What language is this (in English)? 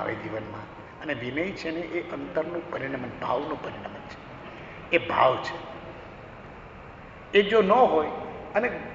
Gujarati